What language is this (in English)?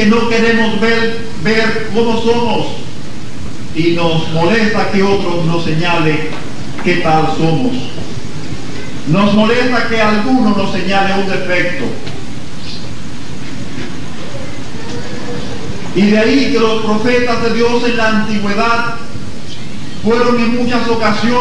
Spanish